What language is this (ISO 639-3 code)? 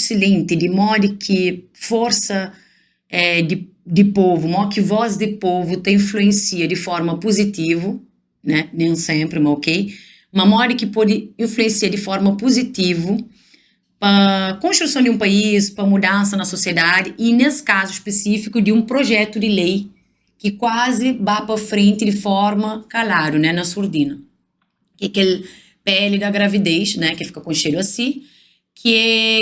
kea